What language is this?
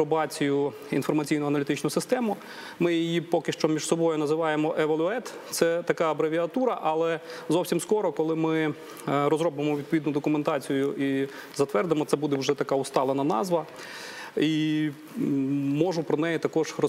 Ukrainian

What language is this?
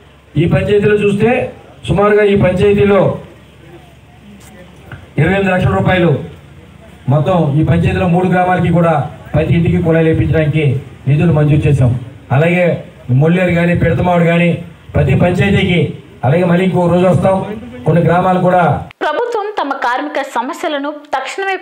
Telugu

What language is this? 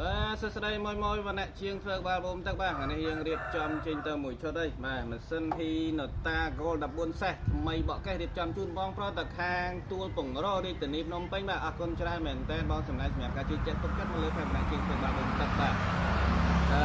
Khmer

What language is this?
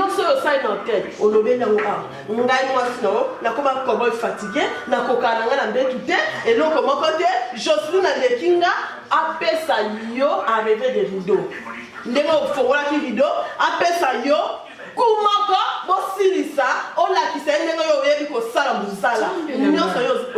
Lingala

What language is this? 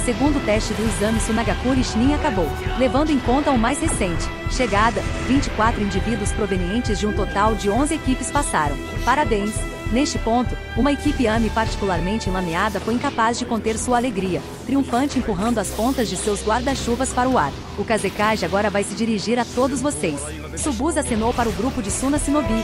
Portuguese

